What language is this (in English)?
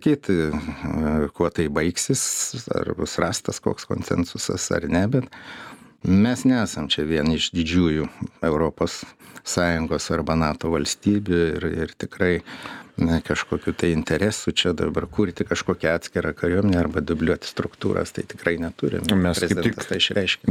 Lithuanian